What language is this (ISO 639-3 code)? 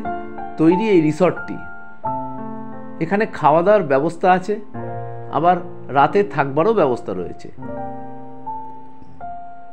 ben